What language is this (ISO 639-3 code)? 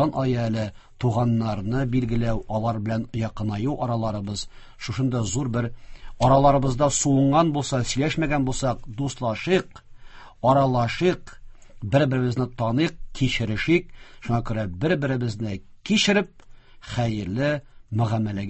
tat